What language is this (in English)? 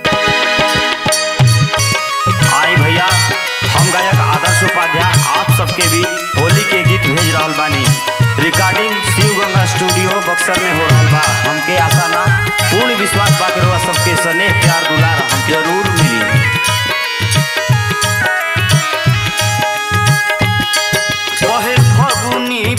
Bhojpuri